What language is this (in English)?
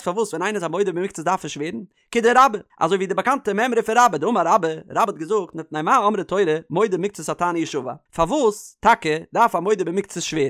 Yiddish